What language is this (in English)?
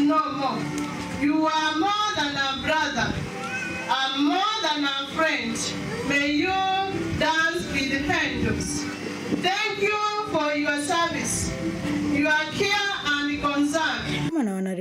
Kamba